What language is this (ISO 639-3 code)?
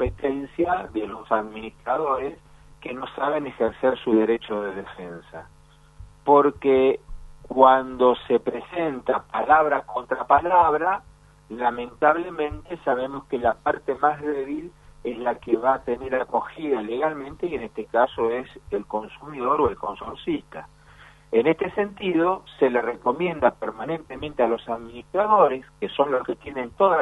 spa